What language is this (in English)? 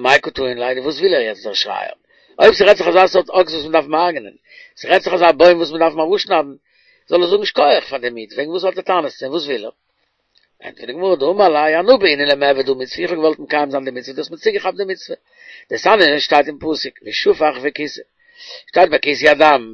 Yiddish